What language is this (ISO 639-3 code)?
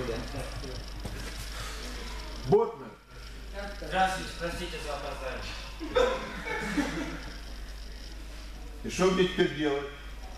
rus